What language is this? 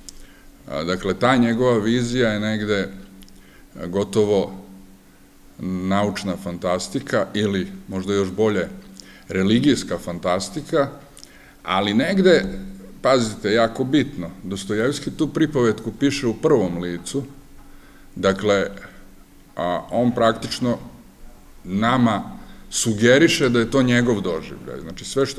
Serbian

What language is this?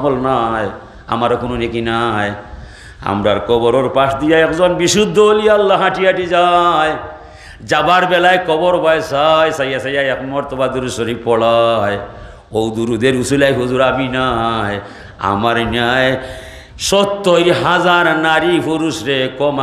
Sylheti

